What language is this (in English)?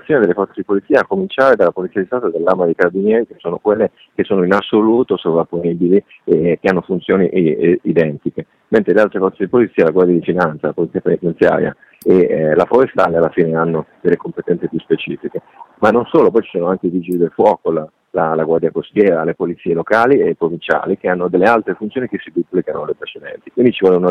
Italian